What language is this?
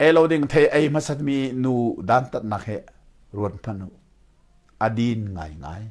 Hakha Chin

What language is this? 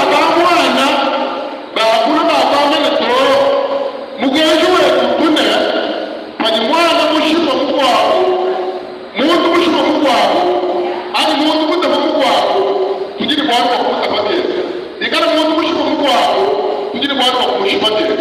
Luba-Lulua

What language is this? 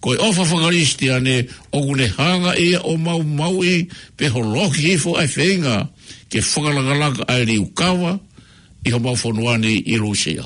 Tongan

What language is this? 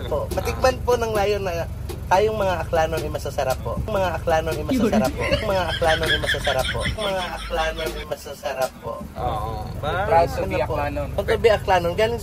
Filipino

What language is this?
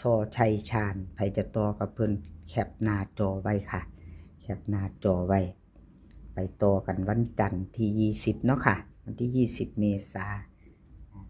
Northeastern Thai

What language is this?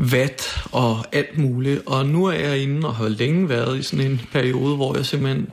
Danish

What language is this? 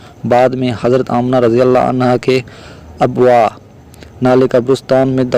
Sindhi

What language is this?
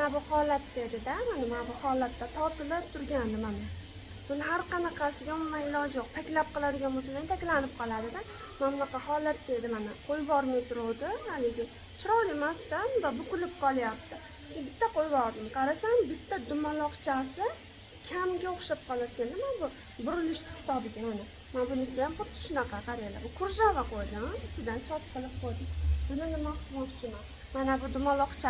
Uzbek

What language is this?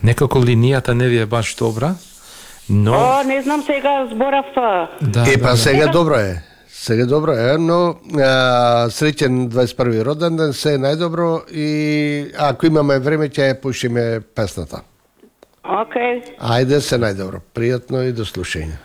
Macedonian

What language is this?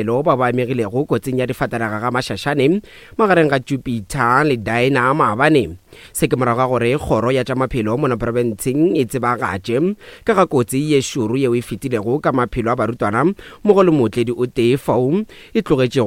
Northern Sotho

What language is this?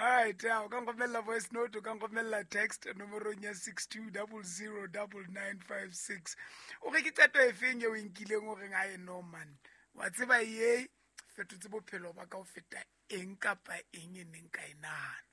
Southern Sotho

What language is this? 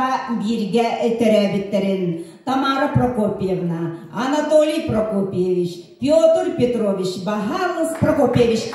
Yakut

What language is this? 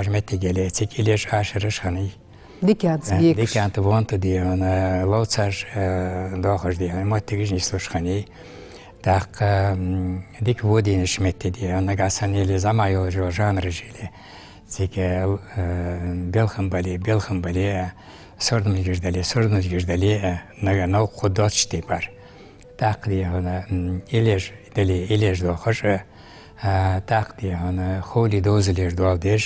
Ingush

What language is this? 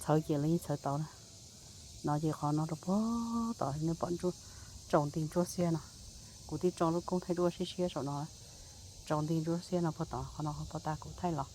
Hmong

